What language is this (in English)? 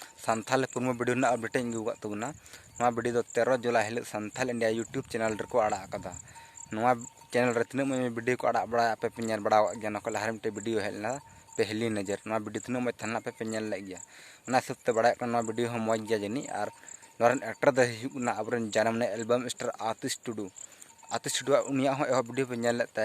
Santali